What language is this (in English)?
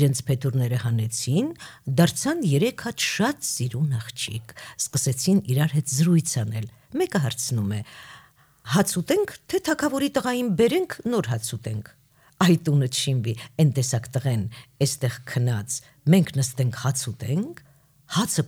Armenian